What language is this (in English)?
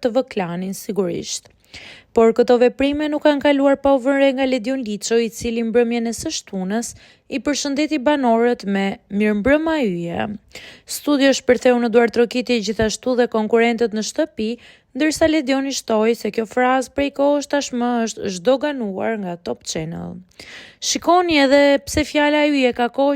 Albanian